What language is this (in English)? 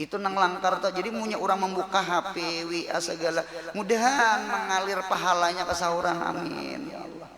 Banjar